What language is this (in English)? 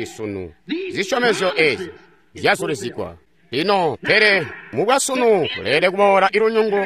Tonga (Zambia)